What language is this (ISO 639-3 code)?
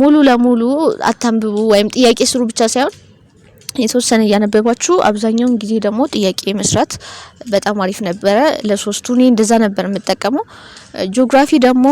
amh